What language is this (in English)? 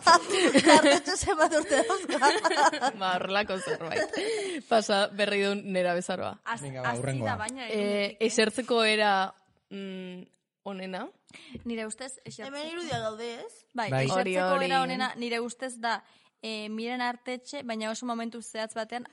Basque